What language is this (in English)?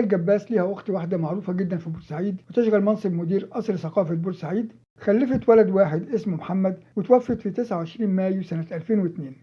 Egyptian Arabic